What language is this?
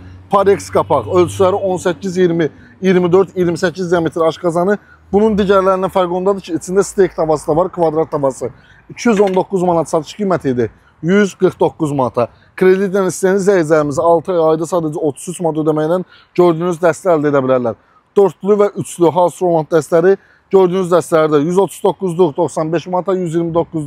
Azerbaijani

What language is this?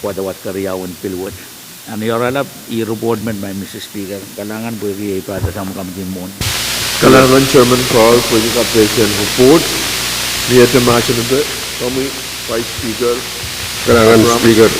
Pohnpeian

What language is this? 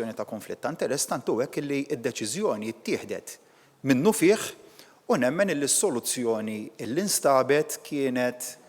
Maltese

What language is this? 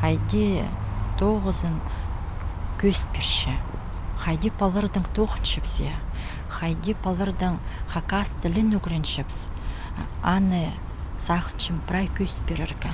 Khakas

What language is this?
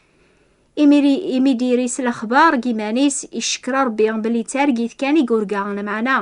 Kabyle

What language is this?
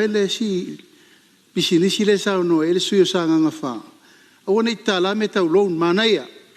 Samoan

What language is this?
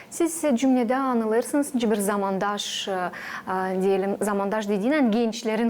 Gagauz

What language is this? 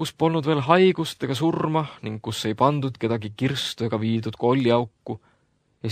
Estonian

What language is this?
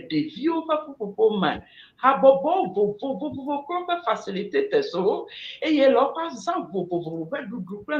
Ewe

